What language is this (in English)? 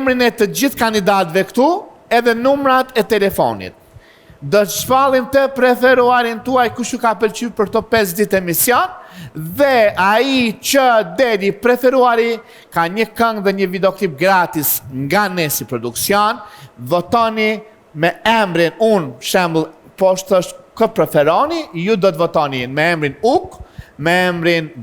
Albanian